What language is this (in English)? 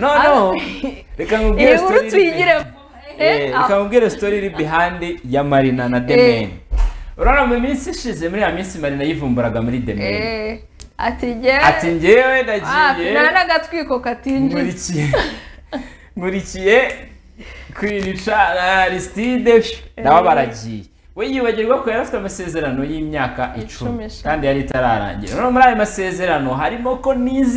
Kinyarwanda